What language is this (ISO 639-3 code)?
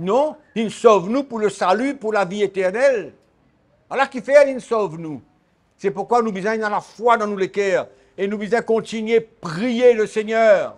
mfe